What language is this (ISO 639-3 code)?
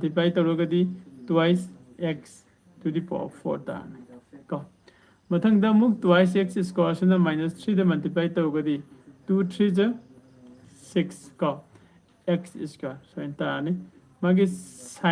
mni